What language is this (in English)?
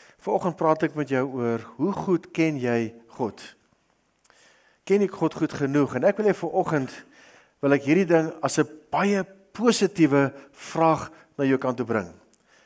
Afrikaans